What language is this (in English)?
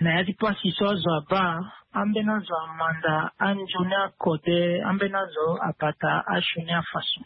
Sango